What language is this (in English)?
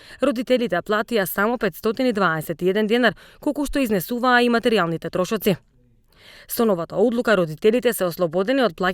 Macedonian